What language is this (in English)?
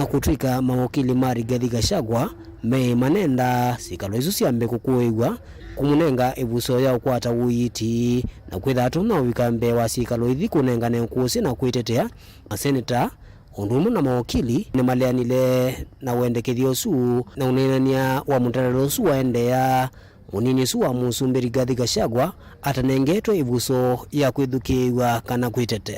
Kamba